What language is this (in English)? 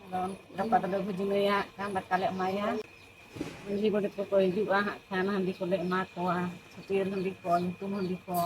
Santali